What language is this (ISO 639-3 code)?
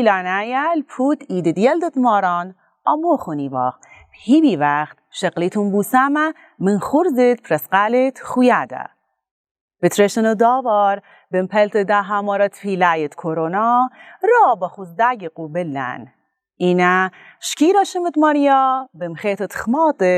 aii